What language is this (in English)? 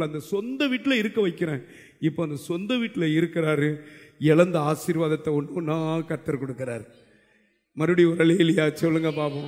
Tamil